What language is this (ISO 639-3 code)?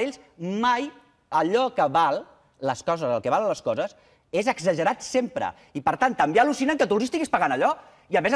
cat